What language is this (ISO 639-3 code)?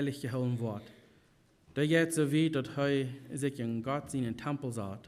pdt